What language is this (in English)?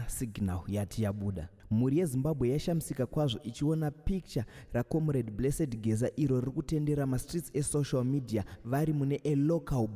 Shona